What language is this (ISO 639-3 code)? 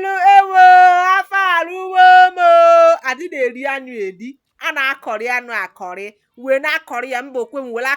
ibo